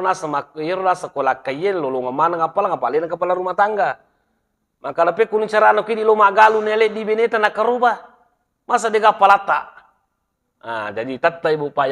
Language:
Buginese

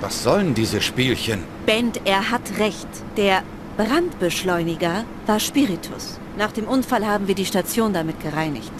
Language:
Bavarian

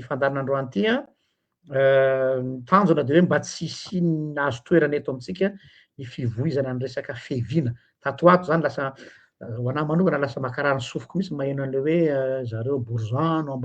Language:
Malagasy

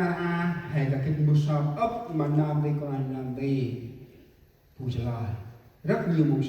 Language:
Central Mnong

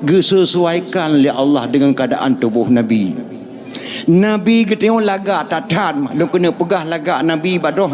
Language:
Achinese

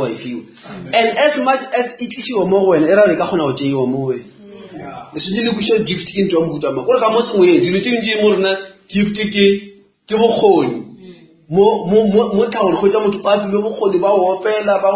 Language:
Northern Sotho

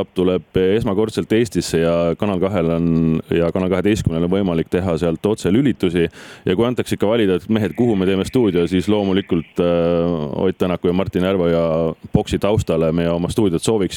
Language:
Estonian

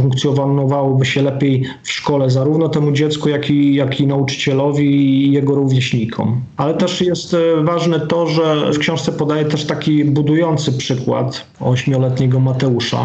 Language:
Polish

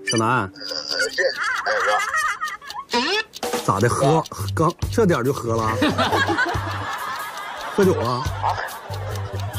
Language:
Chinese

